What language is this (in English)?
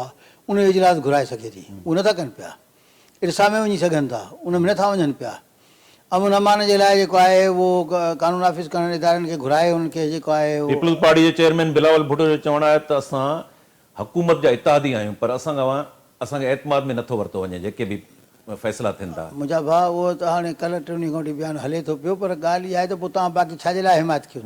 Sindhi